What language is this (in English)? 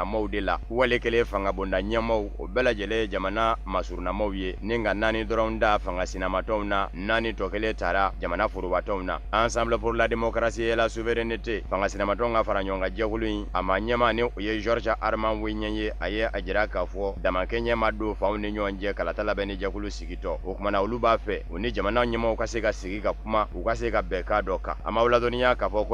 Bambara